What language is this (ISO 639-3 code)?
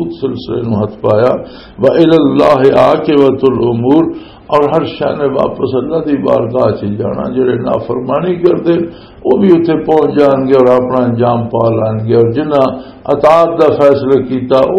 lah